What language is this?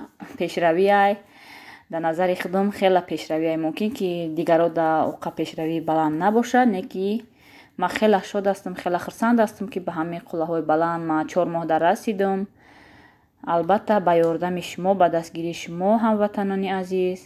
Tajik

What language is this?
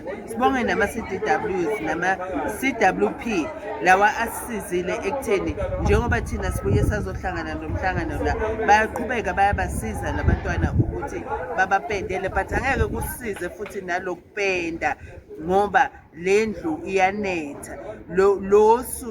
Zulu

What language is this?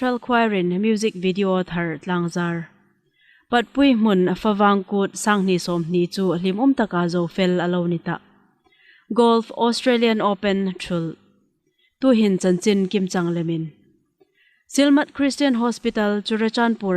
Hmar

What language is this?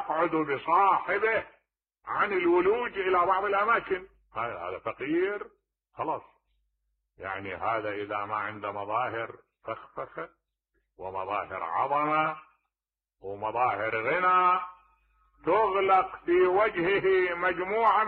Mesopotamian Arabic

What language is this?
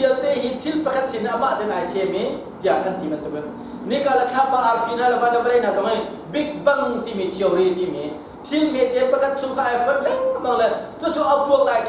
Hakha Chin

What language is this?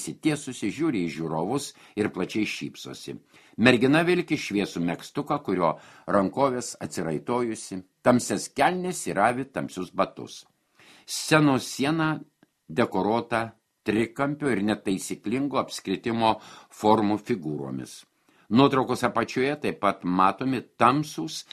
Lithuanian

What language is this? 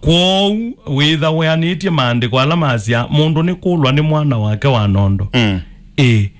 Kamba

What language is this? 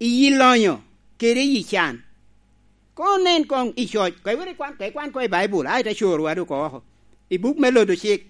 Lango (Uganda)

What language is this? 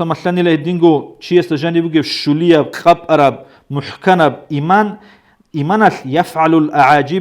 Avaric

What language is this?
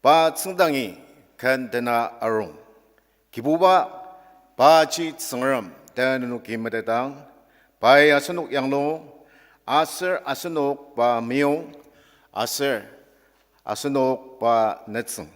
Ao Naga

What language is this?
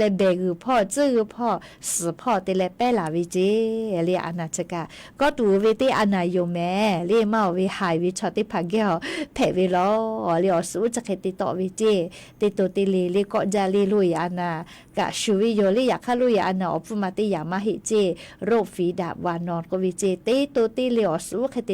Lahu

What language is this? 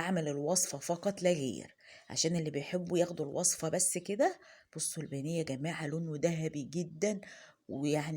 Egyptian Arabic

